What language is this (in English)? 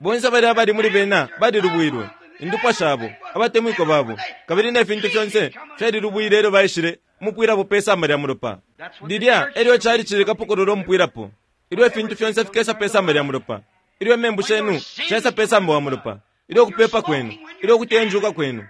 Bemba